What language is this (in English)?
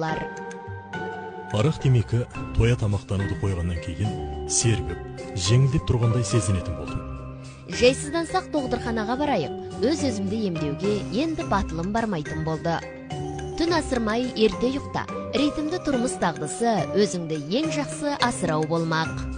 Kazakh